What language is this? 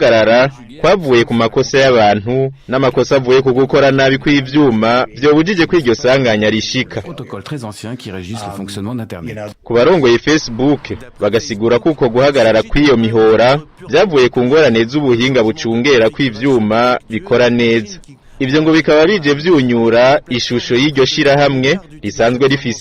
Rundi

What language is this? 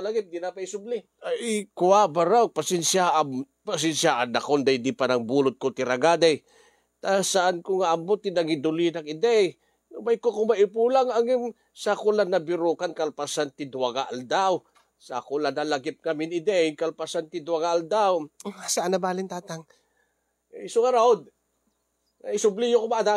Iloko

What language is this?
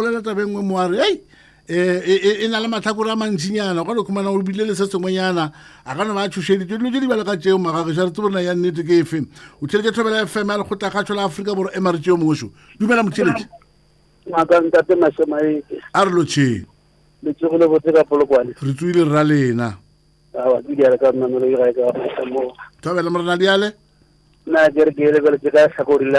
Northern Sotho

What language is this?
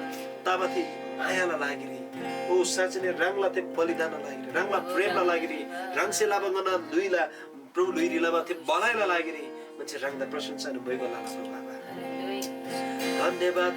Eastern Tamang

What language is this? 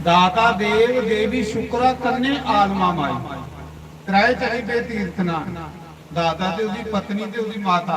Dogri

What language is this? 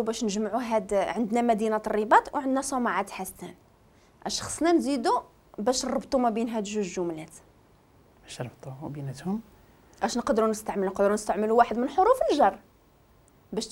Moroccan Arabic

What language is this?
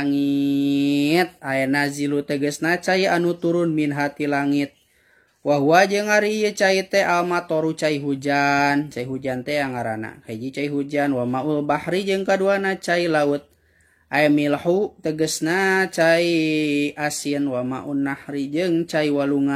Sundanese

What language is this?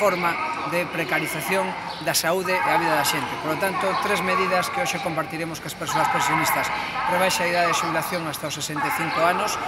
Galician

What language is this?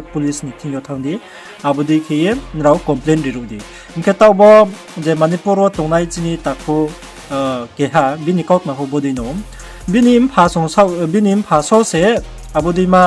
Riang (India)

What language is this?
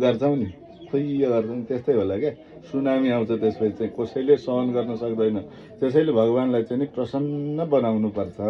Nepali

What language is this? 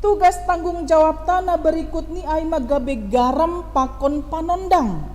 Batak Simalungun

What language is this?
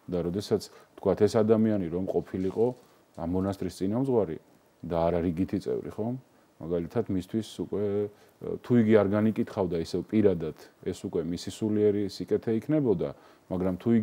Georgian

